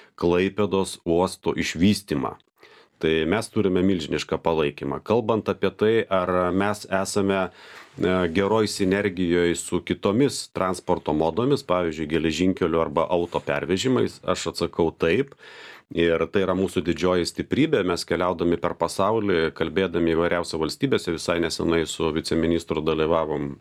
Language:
Lithuanian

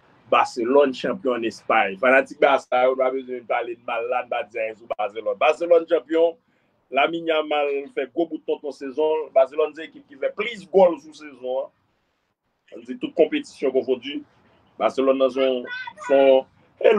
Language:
Haitian Creole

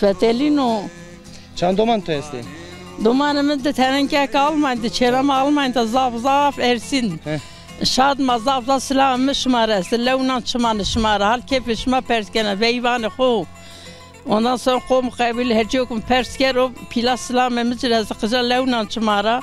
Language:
Zaza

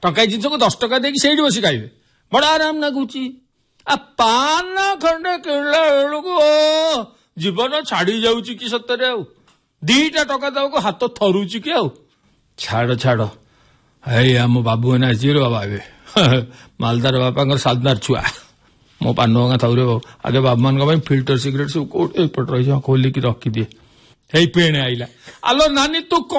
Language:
Odia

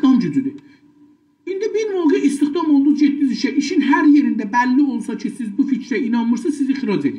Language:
South Azerbaijani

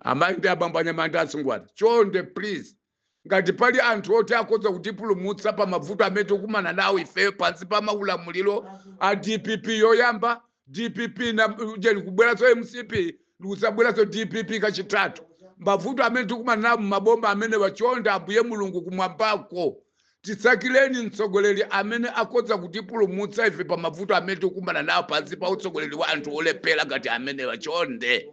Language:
Nyanja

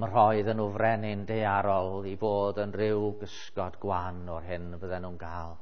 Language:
Welsh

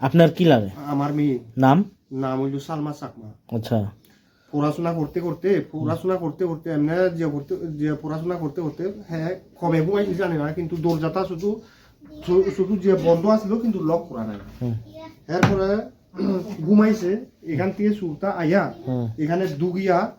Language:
Riang (India)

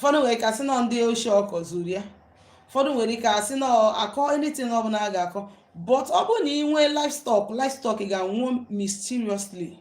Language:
Igbo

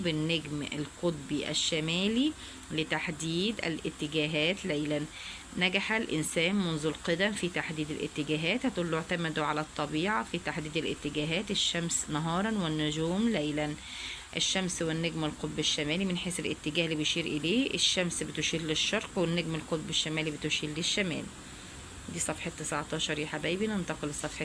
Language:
Egyptian Arabic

